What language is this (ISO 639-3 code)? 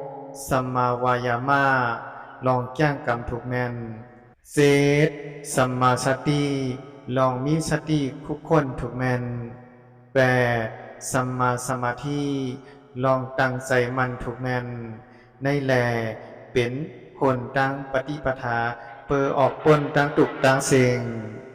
shn